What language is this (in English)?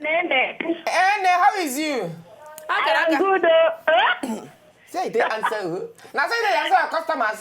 Nigerian Pidgin